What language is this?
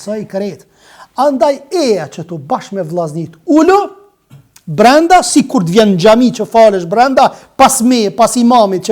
Albanian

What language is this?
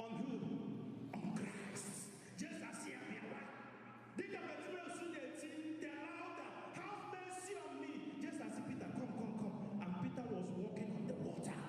Igbo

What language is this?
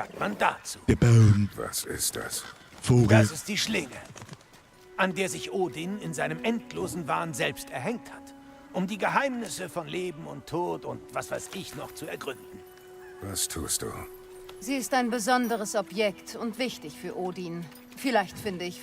Bavarian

